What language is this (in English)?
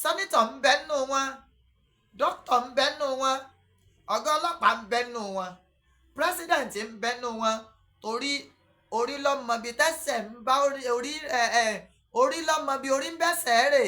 Yoruba